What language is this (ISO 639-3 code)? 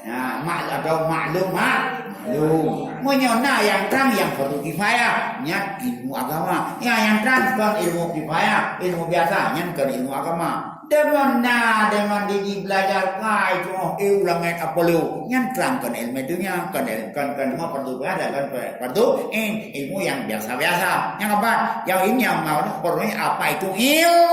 ace